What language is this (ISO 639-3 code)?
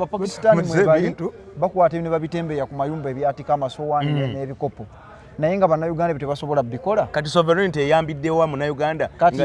lug